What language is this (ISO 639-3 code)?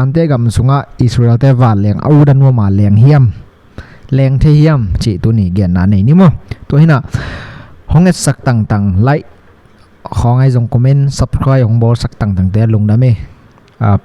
ctd